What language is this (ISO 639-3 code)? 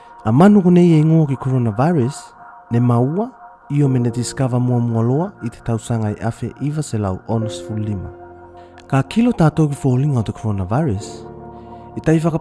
tvl